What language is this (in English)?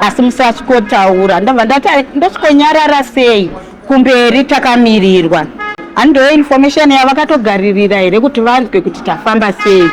Shona